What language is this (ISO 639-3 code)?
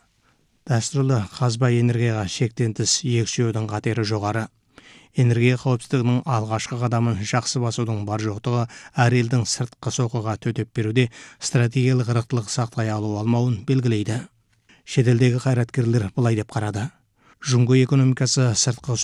kaz